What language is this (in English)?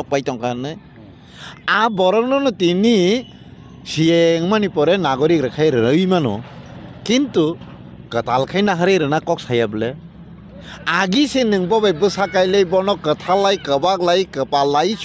Kok Borok